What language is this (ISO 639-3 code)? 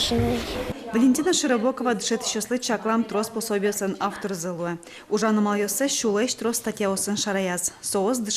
udm